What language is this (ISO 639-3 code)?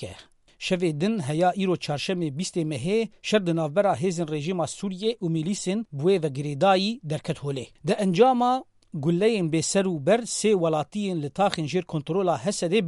kur